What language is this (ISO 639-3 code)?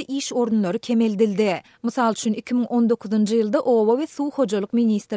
tuk